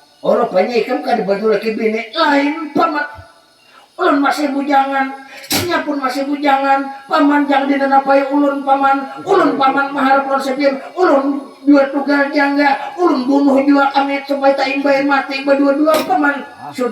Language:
Banjar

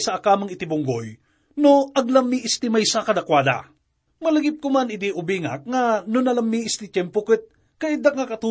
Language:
Iloko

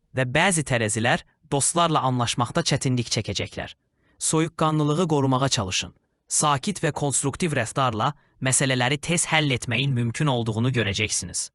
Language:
Azerbaijani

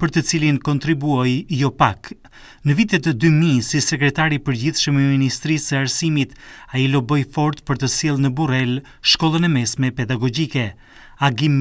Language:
Albanian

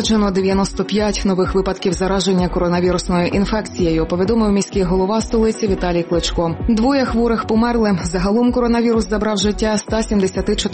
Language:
Ukrainian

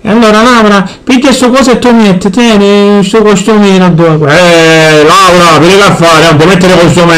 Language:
Sicilian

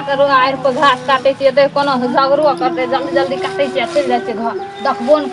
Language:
Maithili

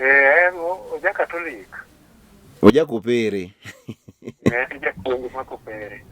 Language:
Luo (Kenya and Tanzania)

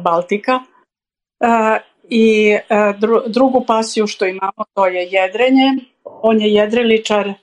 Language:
Serbian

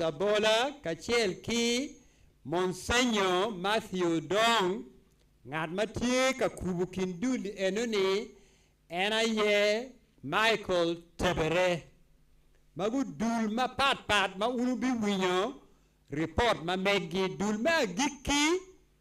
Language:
Acoli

